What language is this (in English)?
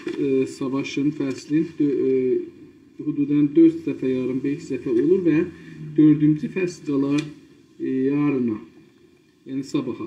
South Azerbaijani